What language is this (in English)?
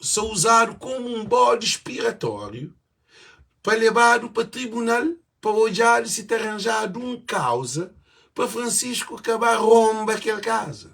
Kabuverdianu